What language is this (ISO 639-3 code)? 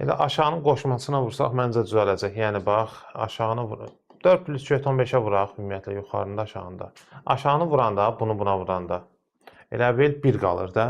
aze